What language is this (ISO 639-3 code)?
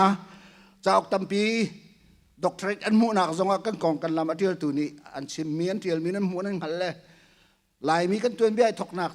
cnh